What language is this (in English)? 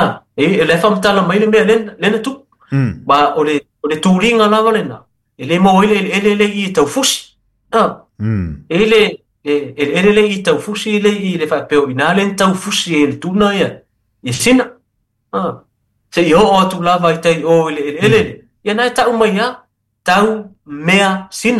Samoan